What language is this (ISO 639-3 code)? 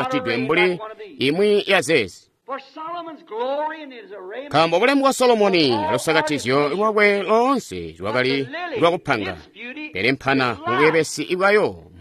toi